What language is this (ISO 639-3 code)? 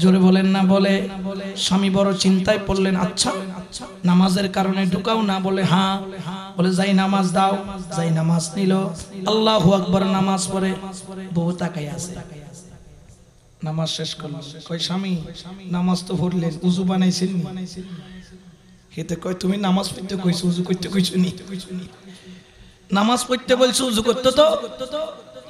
ben